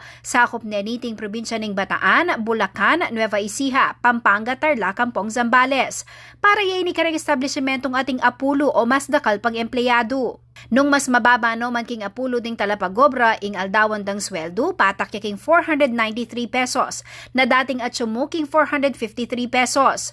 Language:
Pampanga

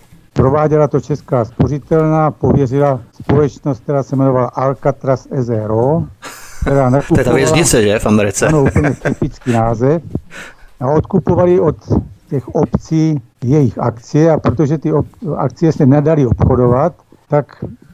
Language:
Czech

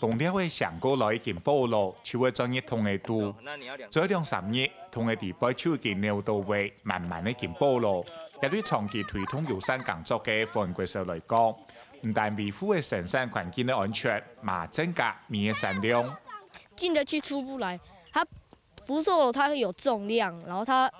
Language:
Hakka Chinese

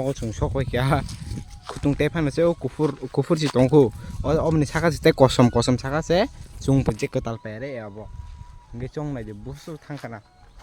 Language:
Kok Borok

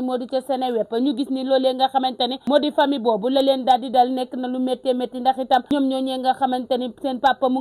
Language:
Wolof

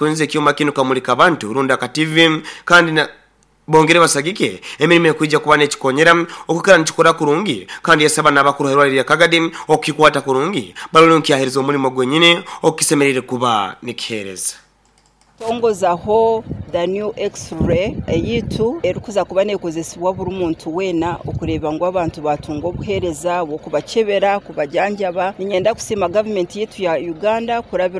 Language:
Nyoro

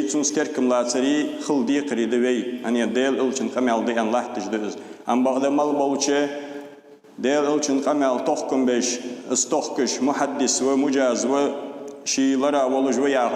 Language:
Ingush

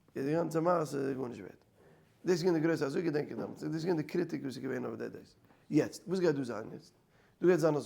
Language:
Yiddish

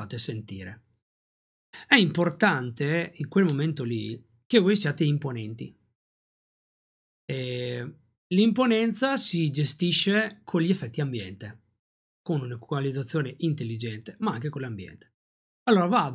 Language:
Italian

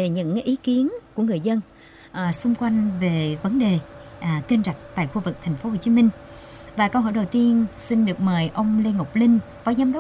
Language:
Vietnamese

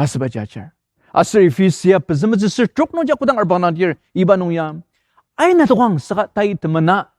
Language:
Ao Naga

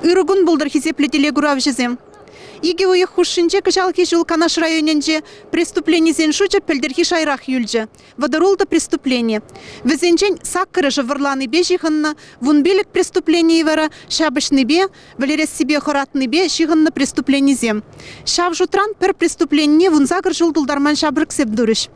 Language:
Chuvash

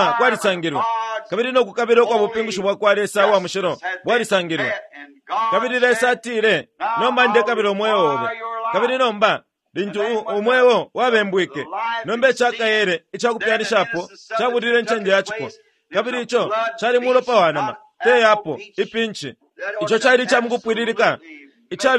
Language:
Bemba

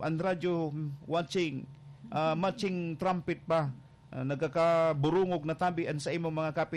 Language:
Bikol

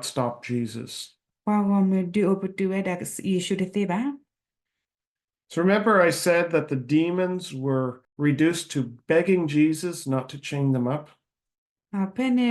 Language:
S'gaw Karen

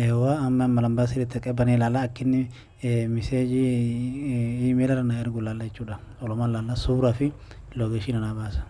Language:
Oromo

